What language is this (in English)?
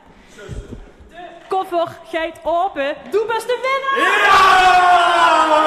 Limburgish